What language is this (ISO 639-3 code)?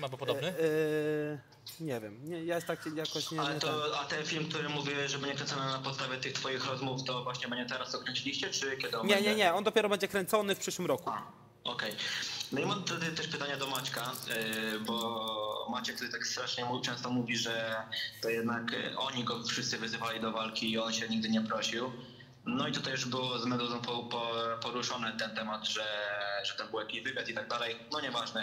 pol